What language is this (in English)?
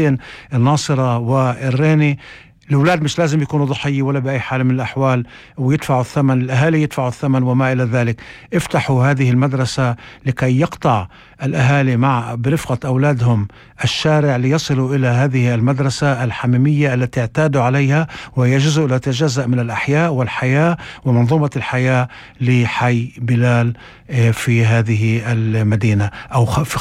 North Levantine Arabic